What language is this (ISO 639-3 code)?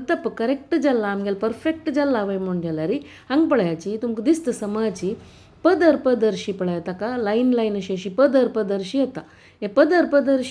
kok